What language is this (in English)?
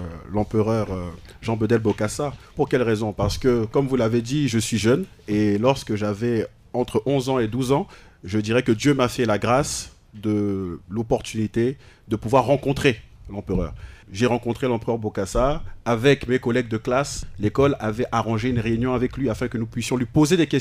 French